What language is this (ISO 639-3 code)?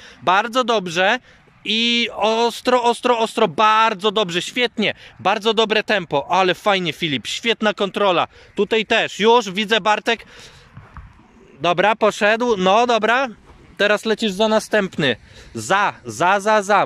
pol